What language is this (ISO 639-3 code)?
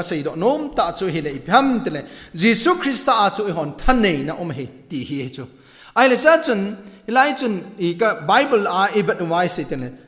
tcz